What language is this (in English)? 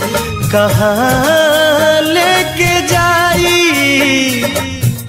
Bhojpuri